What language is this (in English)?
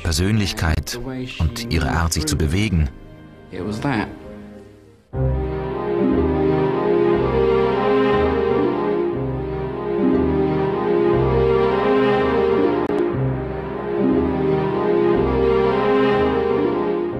German